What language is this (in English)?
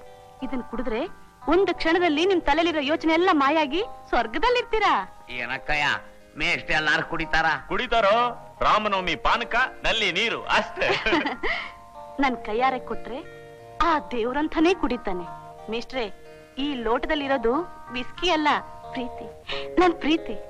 Kannada